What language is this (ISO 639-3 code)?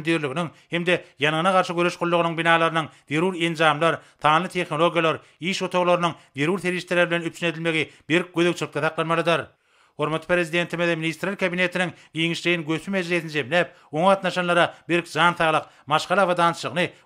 tuk